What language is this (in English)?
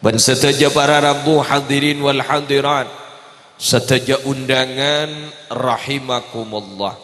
Madurese